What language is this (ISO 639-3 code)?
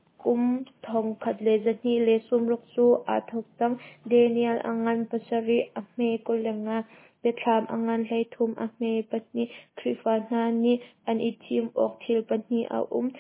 cnh